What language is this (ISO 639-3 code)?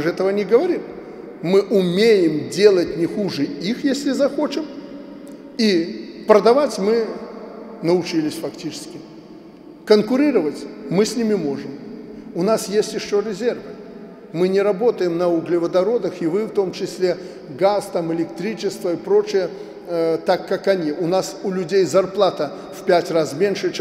rus